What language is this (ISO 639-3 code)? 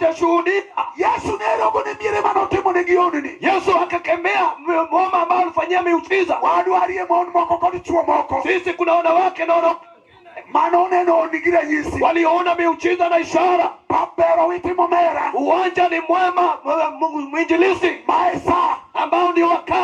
luo